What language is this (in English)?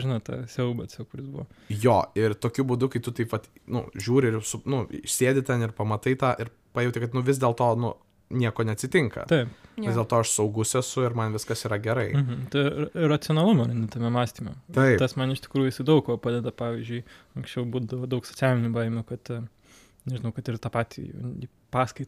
Lithuanian